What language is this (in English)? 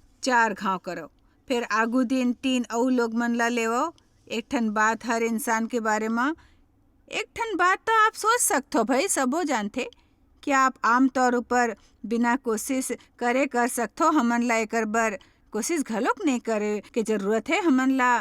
Chhattisgarhi